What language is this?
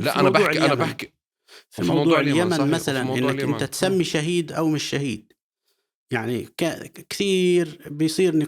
North Levantine Arabic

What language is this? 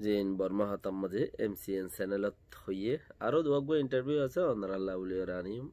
Rohingya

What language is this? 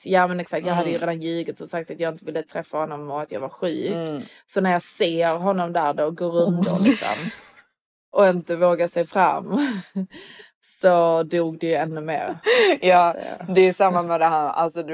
Swedish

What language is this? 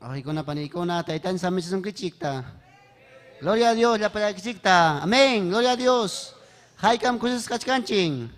Ayacucho Quechua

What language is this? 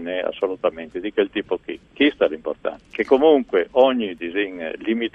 Friulian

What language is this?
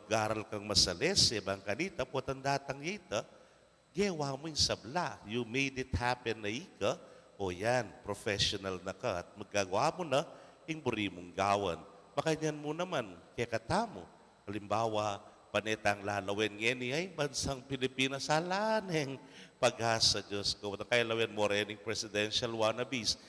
Pampanga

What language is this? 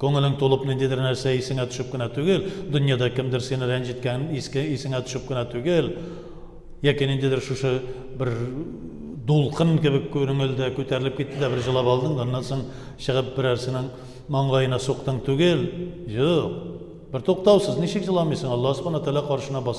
Tatar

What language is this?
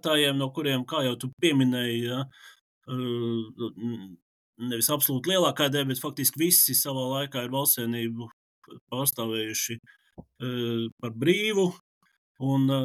Latvian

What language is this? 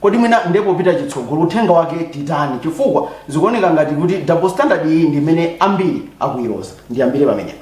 Nyanja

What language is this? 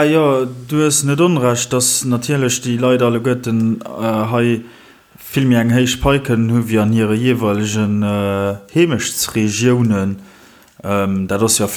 Luxembourgish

